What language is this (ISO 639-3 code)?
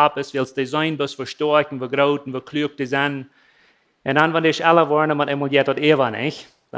pdt